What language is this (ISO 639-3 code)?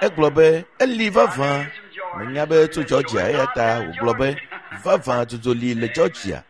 ewe